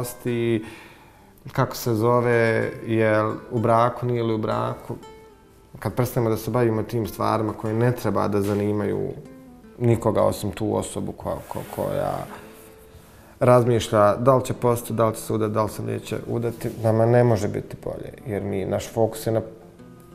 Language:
Bosnian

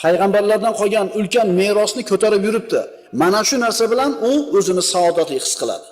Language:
Uzbek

